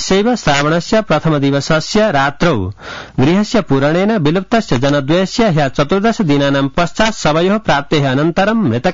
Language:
Sanskrit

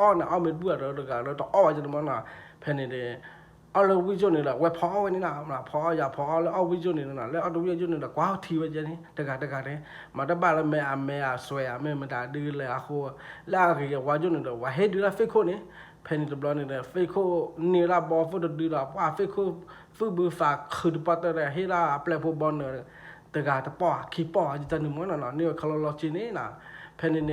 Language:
S'gaw Karen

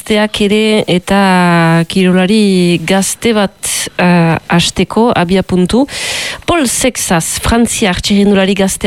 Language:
Basque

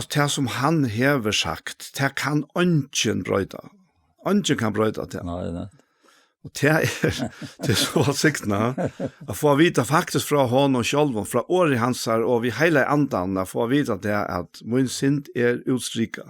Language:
Faroese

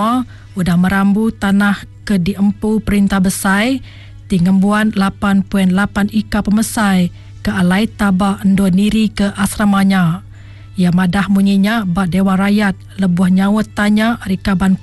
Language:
Iban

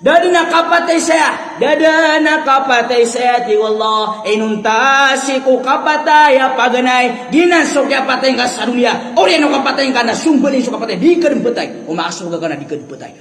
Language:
Maranao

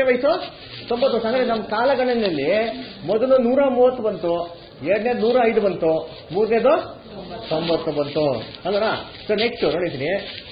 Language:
Kannada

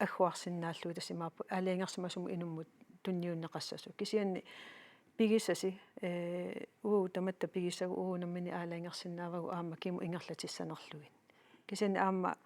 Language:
Kalaallisut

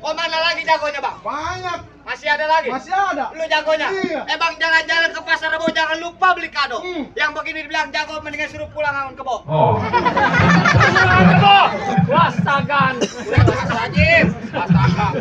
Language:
Betawi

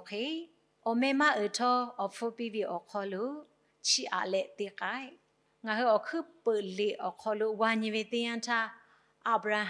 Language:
Lahu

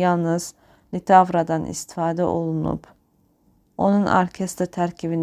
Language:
Azerbaijani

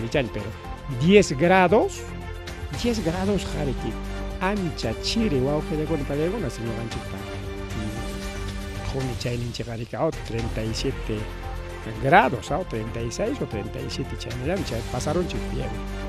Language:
Ayacucho Quechua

